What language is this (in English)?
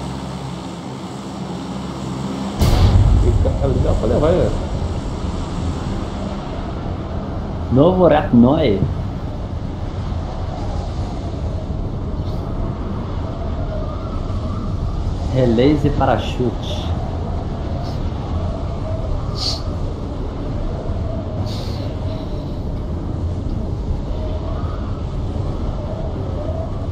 Portuguese